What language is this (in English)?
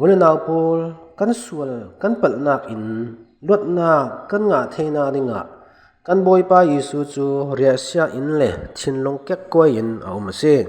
Falam Chin